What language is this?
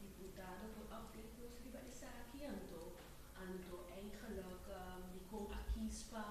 Papiamento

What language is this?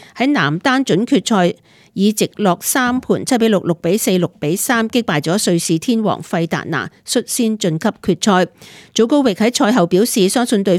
Cantonese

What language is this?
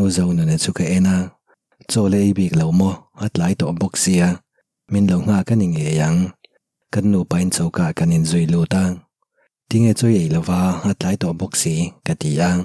Mizo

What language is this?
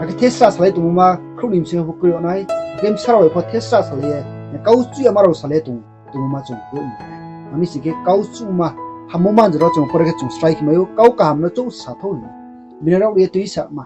Riang (India)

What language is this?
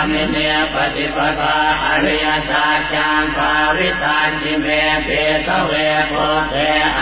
Pali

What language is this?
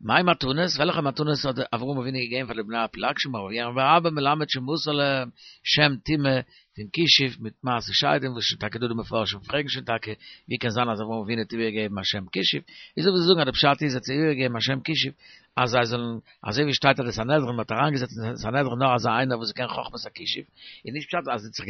Yiddish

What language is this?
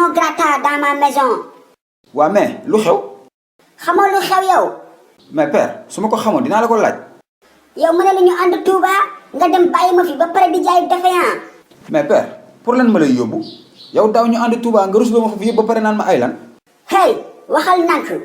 Wolof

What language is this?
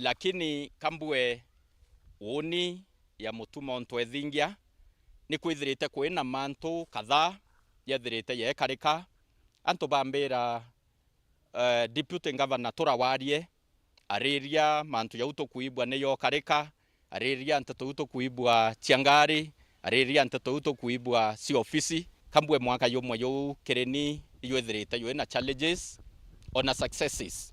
Meru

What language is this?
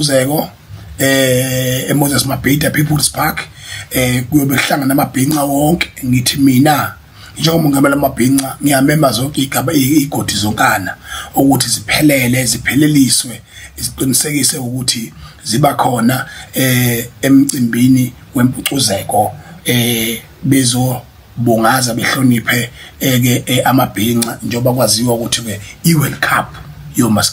Zulu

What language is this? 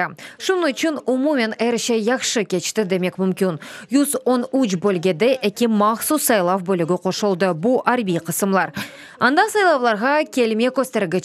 Crimean Tatar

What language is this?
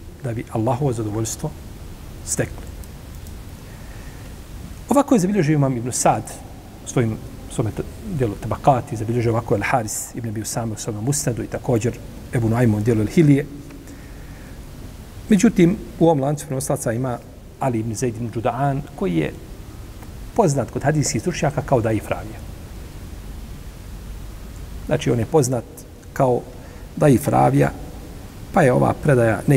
Bosnian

